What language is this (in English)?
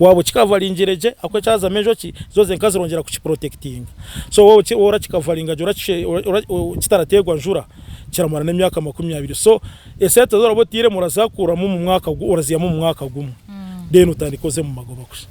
Nyankole